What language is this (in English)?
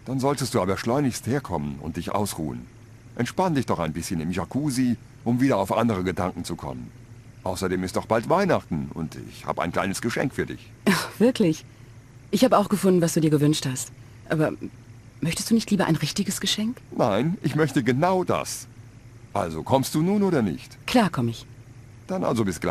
Bavarian